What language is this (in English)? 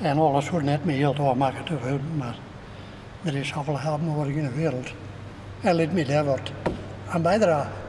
Western Frisian